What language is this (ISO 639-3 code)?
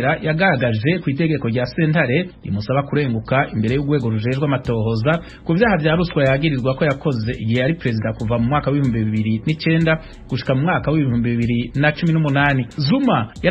run